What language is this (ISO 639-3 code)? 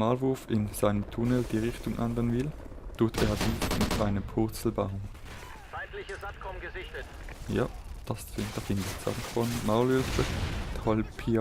gsw